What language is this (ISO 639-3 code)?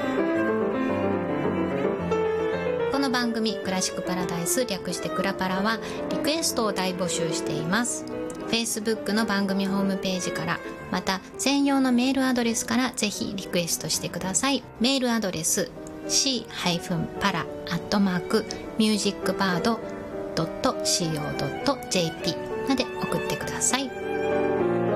jpn